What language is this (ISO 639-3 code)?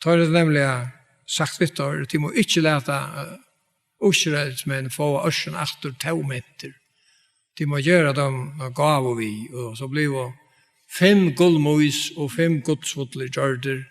fao